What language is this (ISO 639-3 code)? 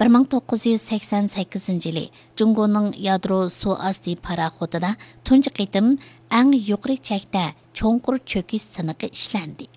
uig